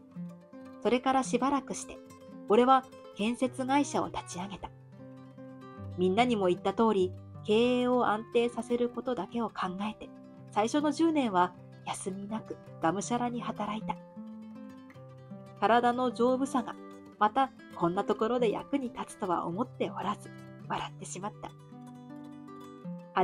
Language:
Japanese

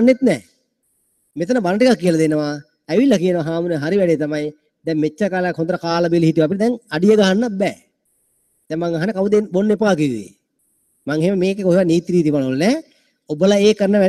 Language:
Sinhala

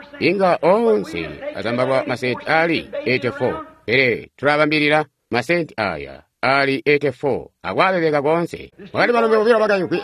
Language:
Tonga (Zambia)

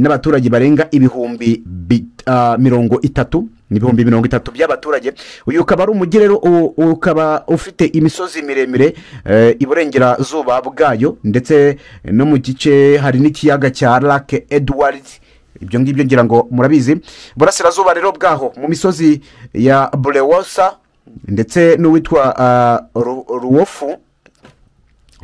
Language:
Kinyarwanda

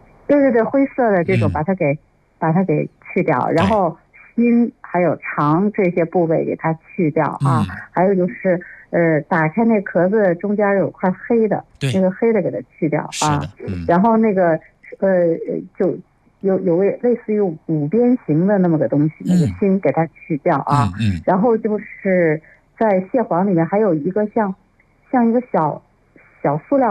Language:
Chinese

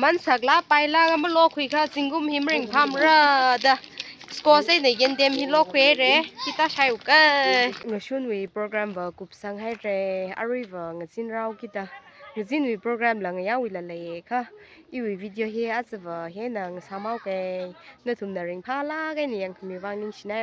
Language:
Tangkhul Naga (India)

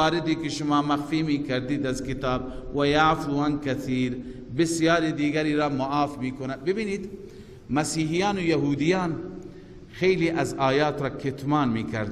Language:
Persian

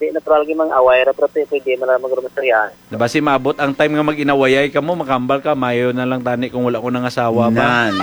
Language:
Hiligaynon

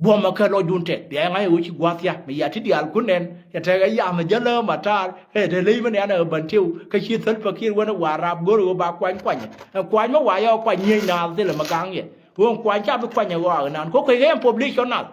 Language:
Nuer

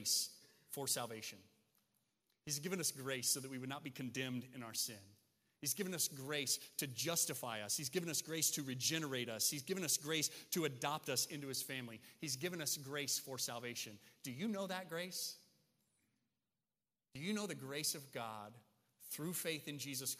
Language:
English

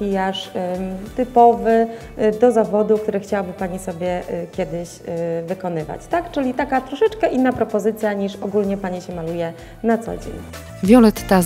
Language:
Polish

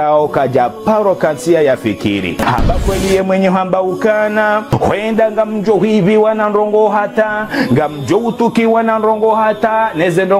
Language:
Ngazidja Comorian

